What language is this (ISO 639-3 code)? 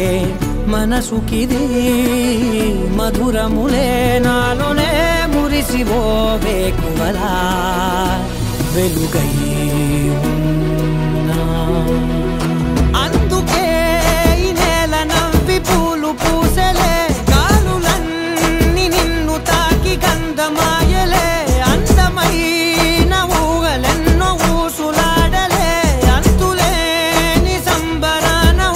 tel